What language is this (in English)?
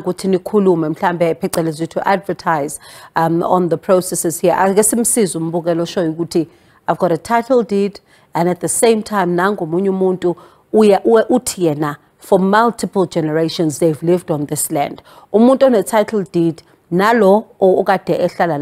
Zulu